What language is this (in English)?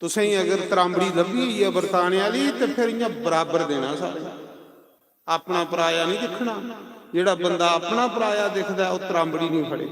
Dogri